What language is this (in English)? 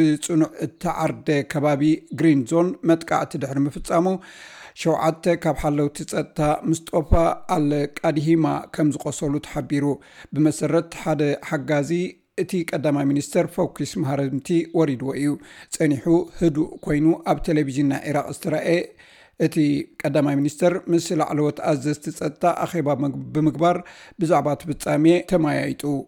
Tigrinya